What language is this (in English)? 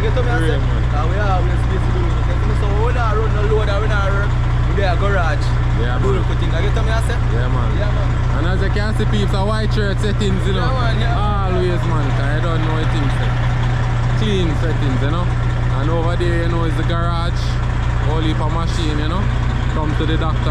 Jamaican Creole English